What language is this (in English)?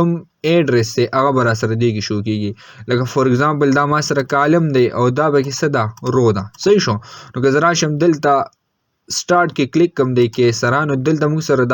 Pashto